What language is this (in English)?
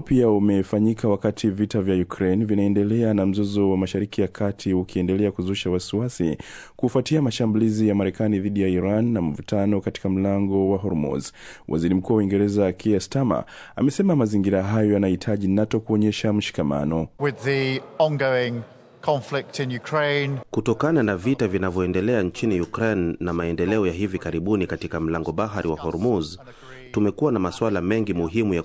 Swahili